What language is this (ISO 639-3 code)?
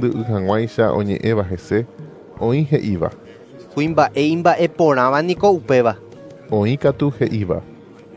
grn